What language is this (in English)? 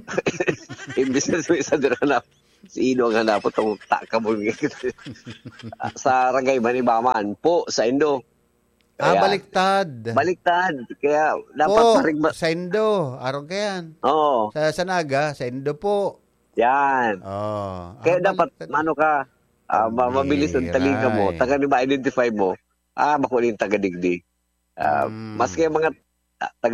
Bikol